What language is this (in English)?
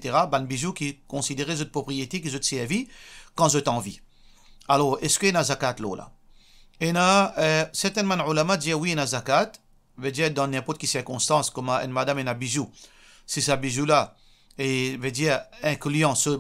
Morisyen